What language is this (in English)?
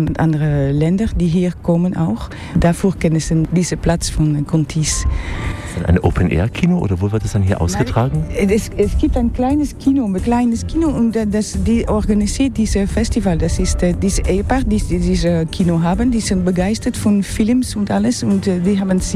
German